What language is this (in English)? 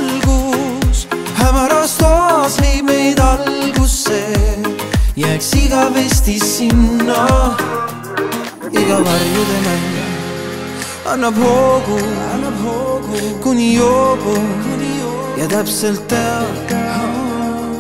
Estonian